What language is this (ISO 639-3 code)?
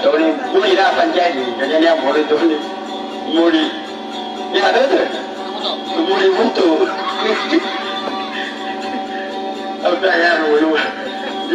msa